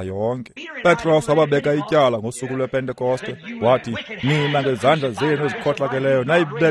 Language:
Xhosa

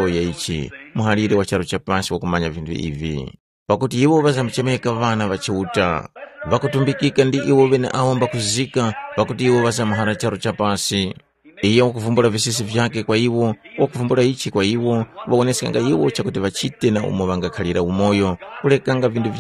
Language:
Tumbuka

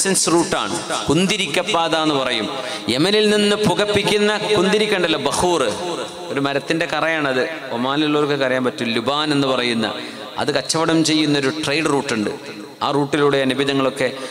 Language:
Malayalam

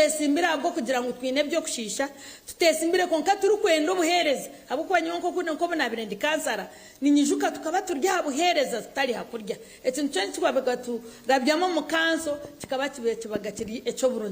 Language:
Nyankole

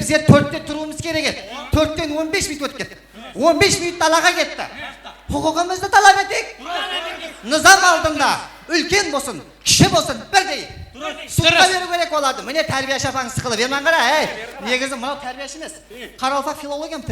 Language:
Kara-Kalpak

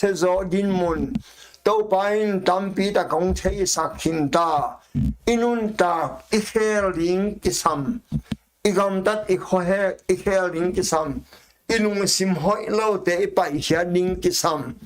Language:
Tedim Chin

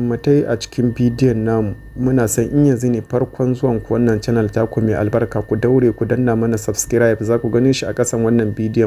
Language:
Hausa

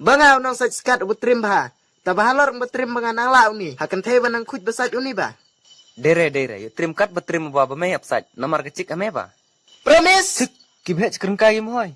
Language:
Khasi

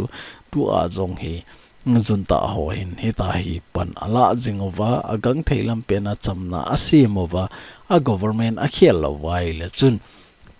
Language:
Thado Chin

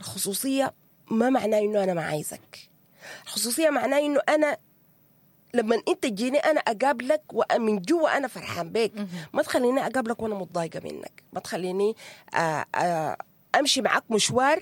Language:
Sudanese Arabic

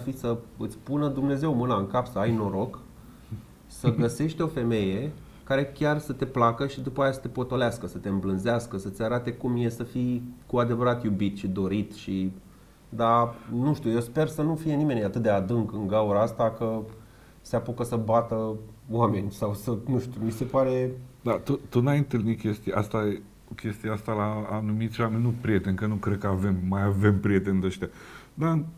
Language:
Romanian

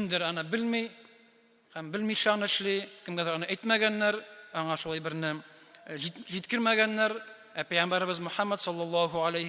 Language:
Tatar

